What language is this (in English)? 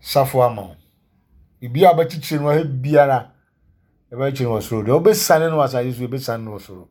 Akan